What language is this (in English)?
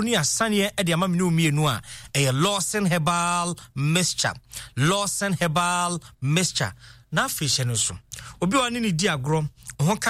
Akan